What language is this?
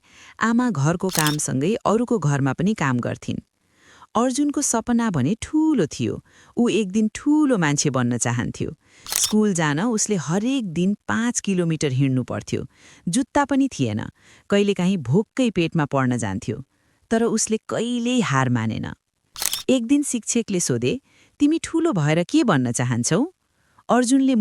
Nepali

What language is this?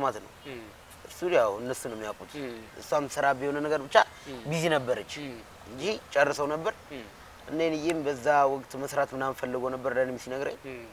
Amharic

